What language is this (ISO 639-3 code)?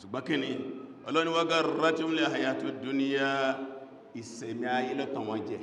yor